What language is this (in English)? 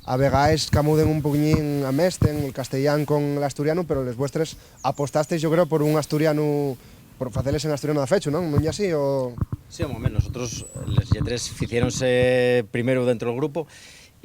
Asturian